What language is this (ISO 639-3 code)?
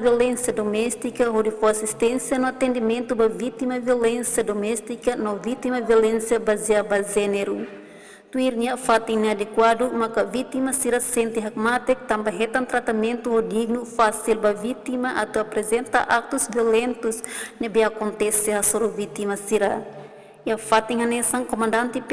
tet